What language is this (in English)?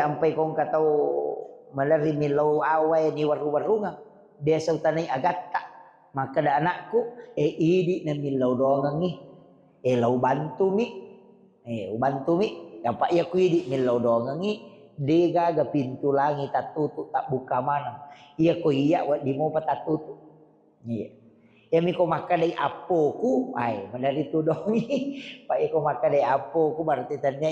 Buginese